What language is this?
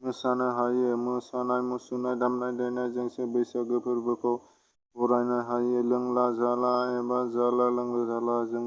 Bodo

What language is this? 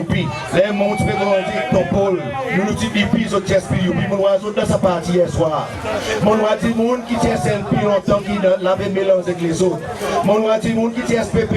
Seselwa Creole French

